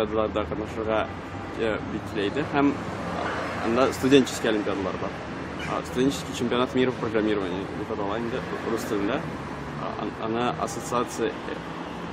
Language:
Tatar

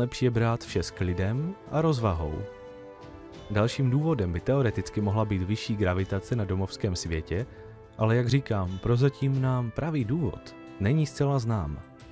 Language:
Czech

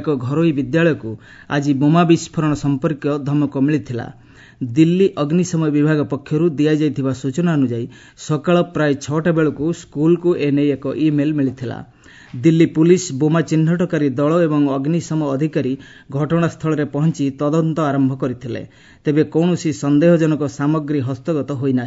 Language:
Odia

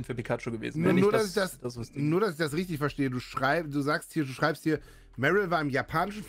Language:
German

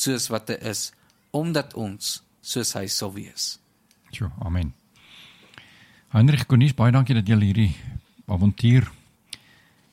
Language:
Afrikaans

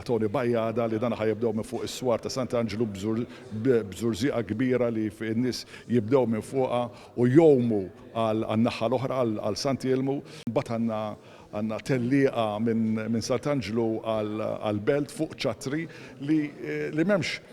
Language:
Maltese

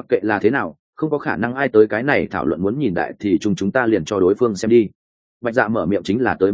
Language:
Vietnamese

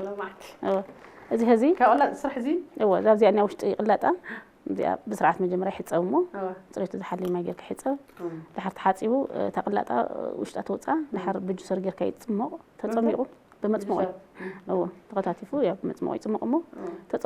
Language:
Tigrinya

